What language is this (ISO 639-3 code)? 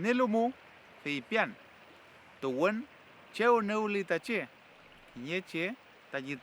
arn